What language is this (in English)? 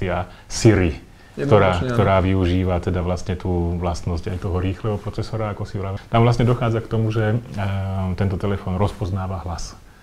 Slovak